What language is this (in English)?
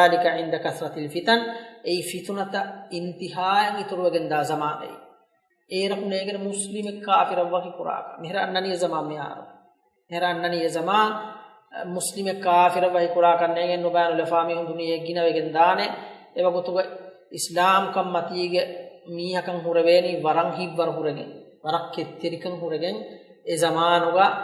Divehi